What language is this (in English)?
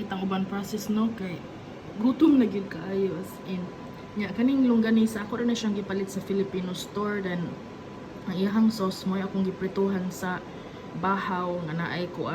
Cebuano